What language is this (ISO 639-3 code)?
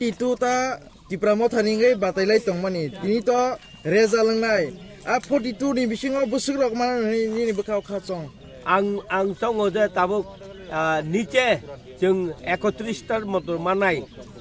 trp